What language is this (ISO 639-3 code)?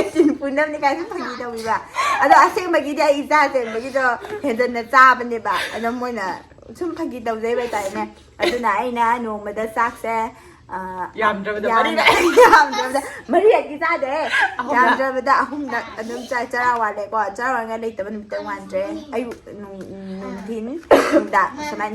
mni